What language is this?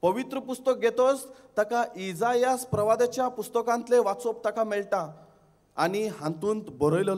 Konkani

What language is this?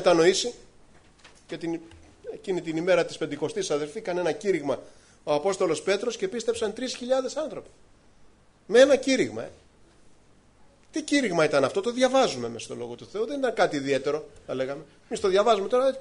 Greek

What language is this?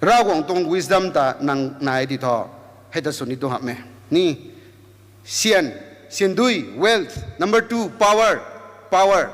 Rongmei Naga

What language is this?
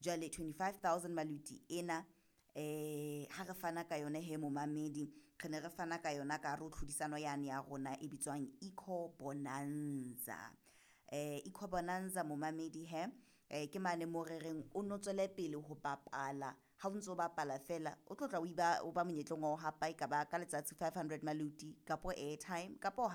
Southern Sotho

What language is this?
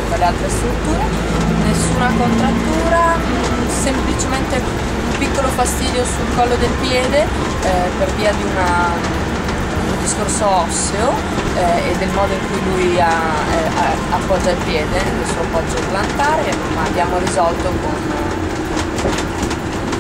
Italian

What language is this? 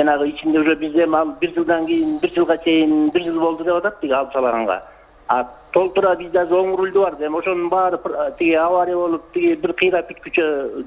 Kyrgyz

